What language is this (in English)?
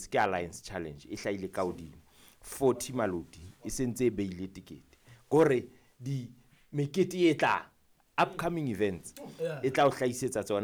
Southern Sotho